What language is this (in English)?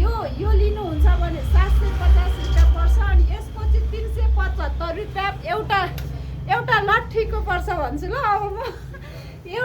Nepali